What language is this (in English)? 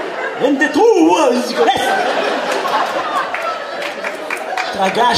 Hebrew